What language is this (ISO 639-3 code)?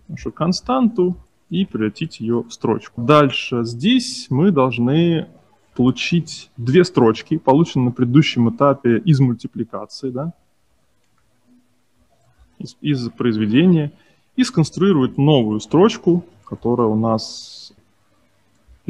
rus